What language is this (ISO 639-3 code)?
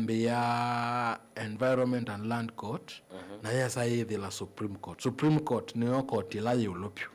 kam